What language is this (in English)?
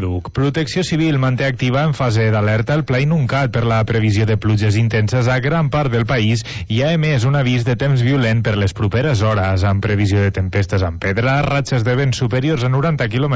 Catalan